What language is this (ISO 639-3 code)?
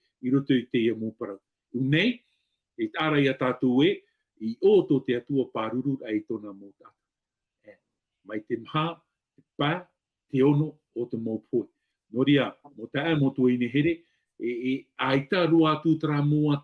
tah